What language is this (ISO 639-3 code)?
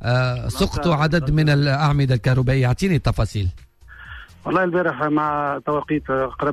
aeb